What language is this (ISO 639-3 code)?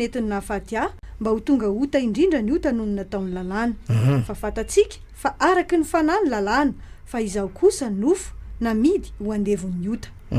mlg